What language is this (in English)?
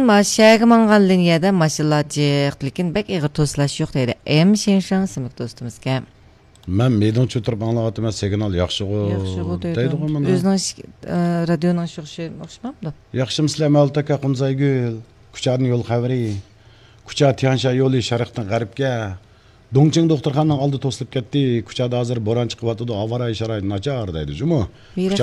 Uyghur